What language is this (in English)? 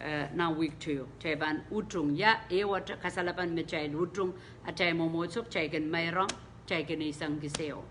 Pohnpeian